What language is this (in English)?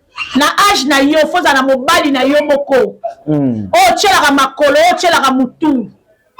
Lingala